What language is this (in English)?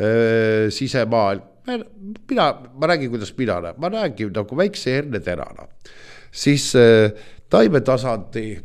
Estonian